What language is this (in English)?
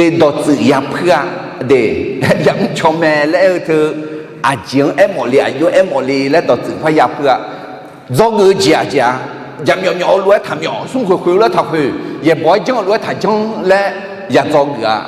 Akha